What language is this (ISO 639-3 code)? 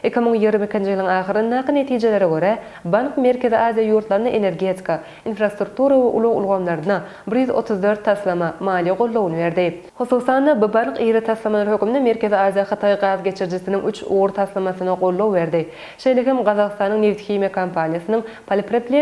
tuk